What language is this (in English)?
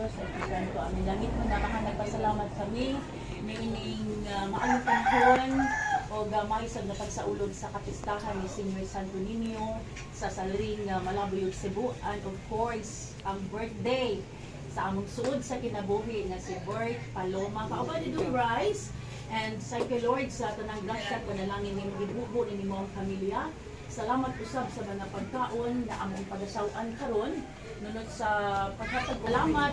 Cebuano